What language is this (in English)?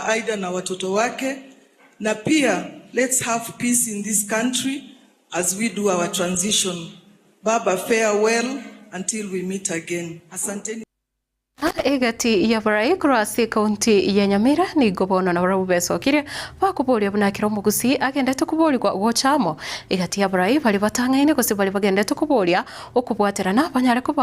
Gusii